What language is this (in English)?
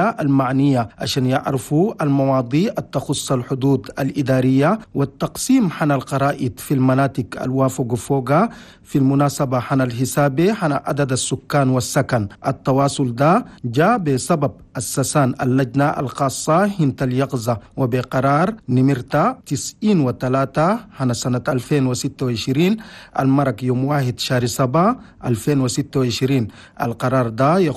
Chadian Arabic